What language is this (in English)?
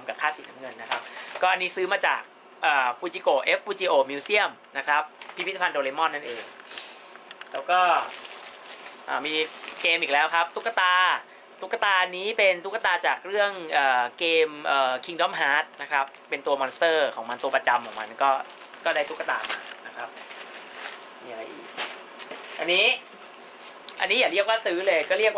Thai